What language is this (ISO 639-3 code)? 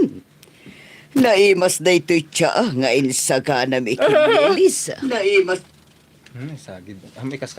ilo